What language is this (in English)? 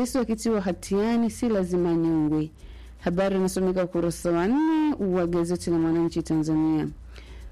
Swahili